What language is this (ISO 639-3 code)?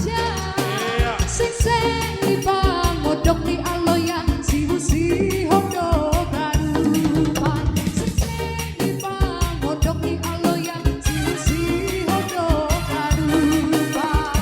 bts